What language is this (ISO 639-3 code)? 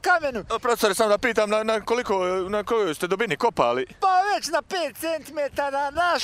bos